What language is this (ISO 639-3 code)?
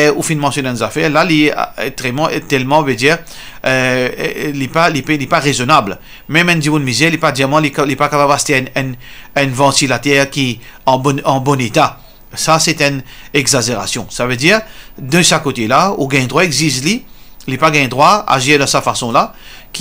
mfe